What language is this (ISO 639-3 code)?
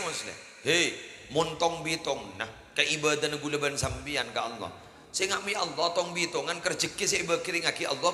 mad